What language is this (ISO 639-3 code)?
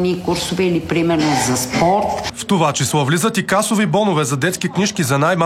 bul